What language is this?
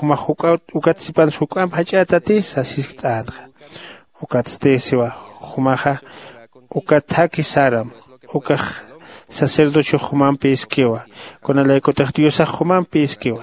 Aymara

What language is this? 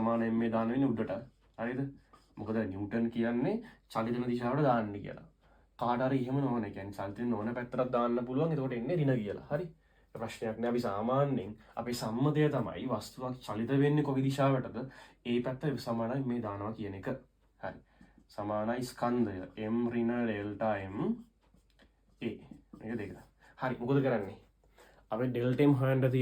Sinhala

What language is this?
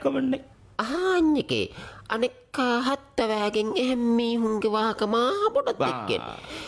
Divehi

